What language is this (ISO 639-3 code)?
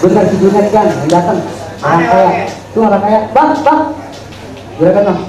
bew